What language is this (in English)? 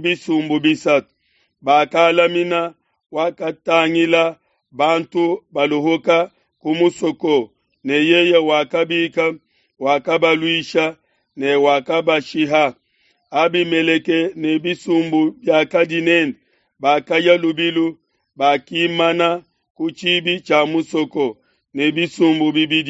Luba-Lulua